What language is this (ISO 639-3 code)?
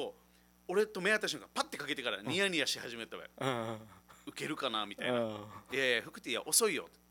jpn